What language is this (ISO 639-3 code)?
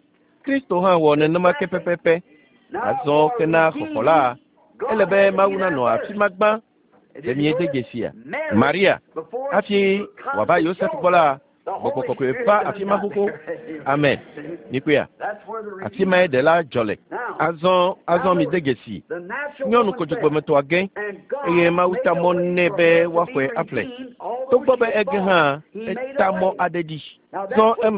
ewe